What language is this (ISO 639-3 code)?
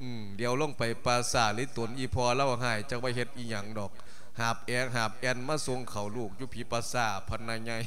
lao